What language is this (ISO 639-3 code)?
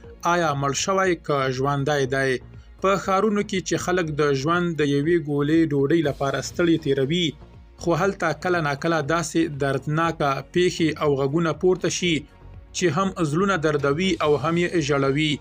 pus